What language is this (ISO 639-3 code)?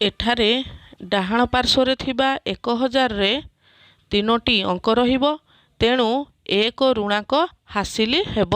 ori